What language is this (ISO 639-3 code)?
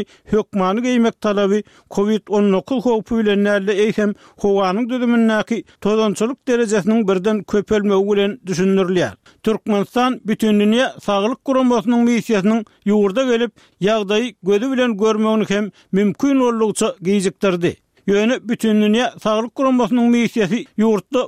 tuk